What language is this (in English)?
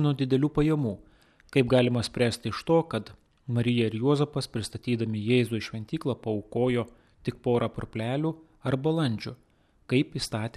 Lithuanian